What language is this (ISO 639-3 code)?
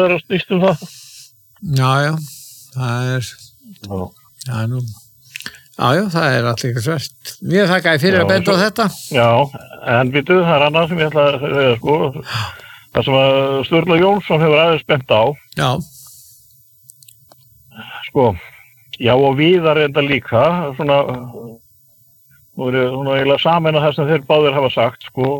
isl